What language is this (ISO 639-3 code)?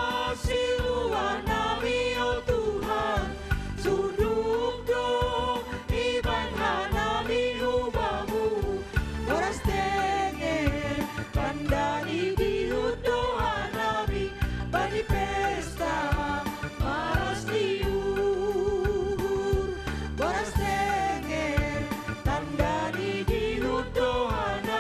bts